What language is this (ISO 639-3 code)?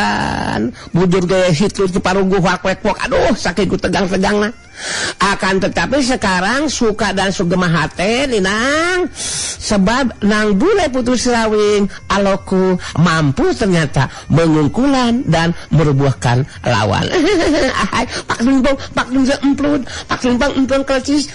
sun